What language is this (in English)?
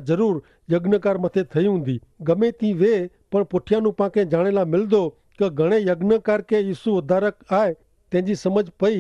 Kachhi